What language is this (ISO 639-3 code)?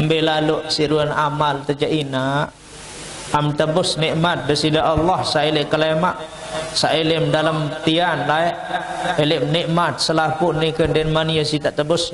sas